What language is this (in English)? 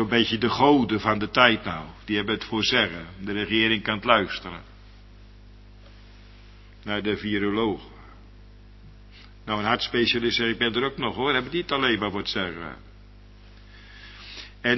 Dutch